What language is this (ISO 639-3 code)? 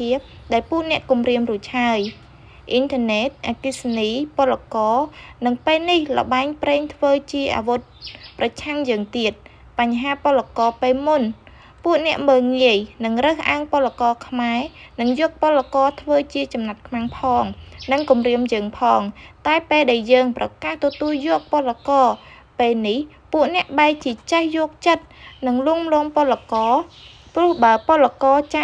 khm